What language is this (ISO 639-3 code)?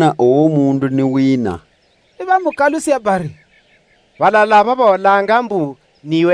luy